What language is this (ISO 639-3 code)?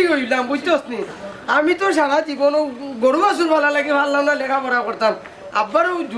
syl